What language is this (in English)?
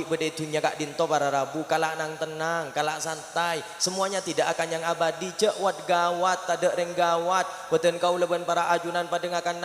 Madurese